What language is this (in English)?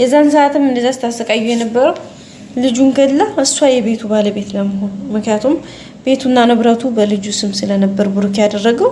Amharic